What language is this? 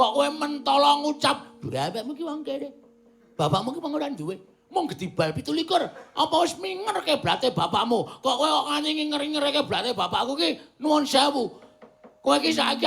Javanese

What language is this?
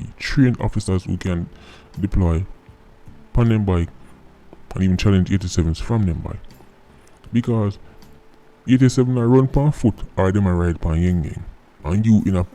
Jamaican Creole English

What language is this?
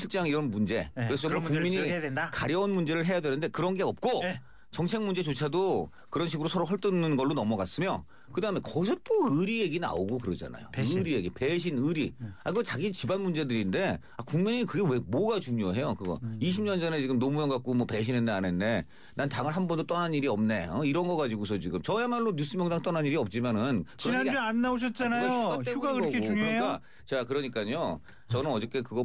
Korean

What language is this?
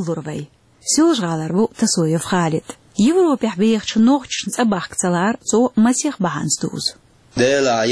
Chechen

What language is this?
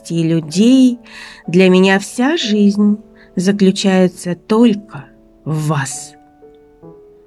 Russian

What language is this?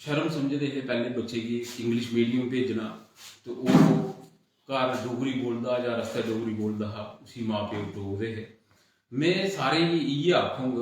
Dogri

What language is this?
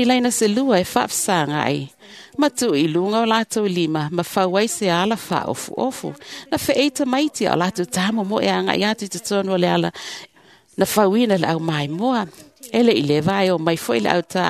Samoan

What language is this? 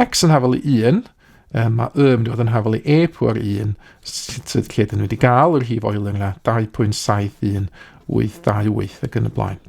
Welsh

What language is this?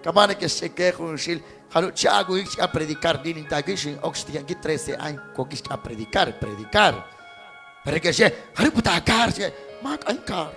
Kekchí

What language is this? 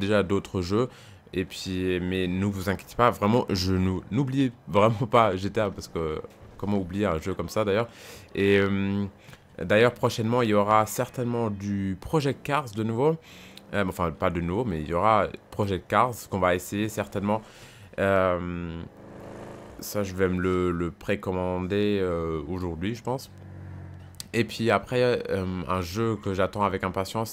French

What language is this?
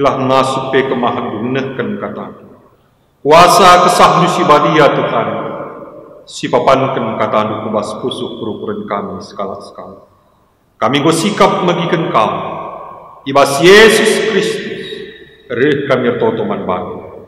Batak Karo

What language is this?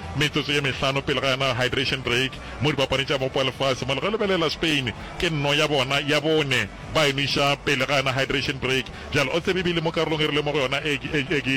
Northern Sotho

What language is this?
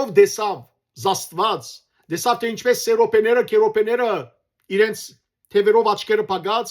Western Armenian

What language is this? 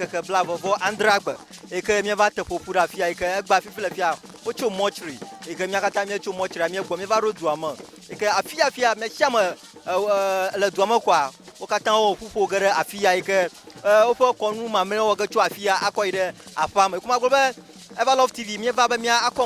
Ewe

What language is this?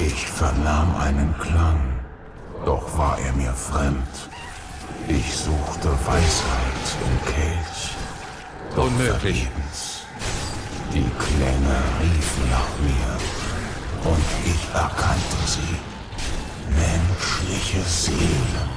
Swiss German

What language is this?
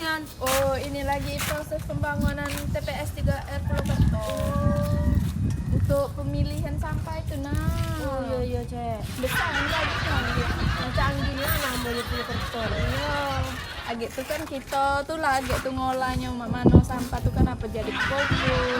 Musi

